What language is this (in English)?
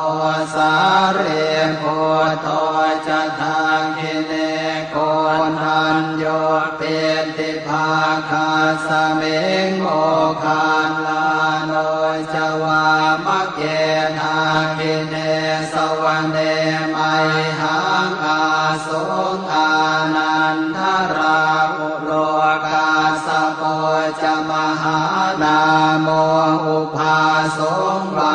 Pali